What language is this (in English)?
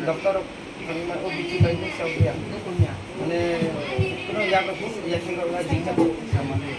Kok Borok